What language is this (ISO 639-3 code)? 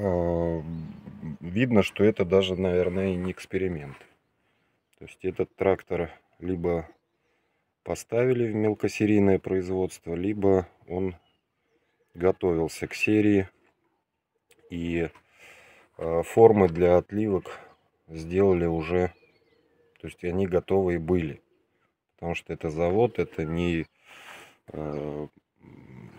rus